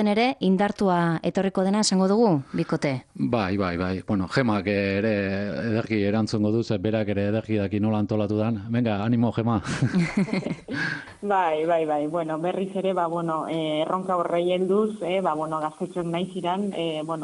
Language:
Basque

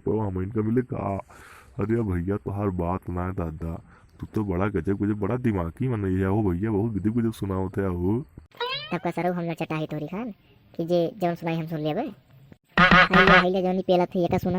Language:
Awadhi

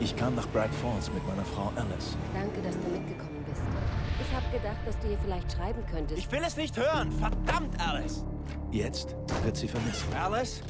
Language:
Bavarian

